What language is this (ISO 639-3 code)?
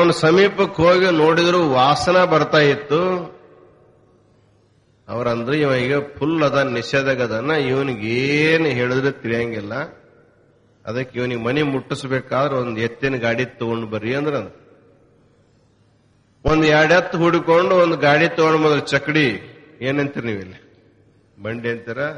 kan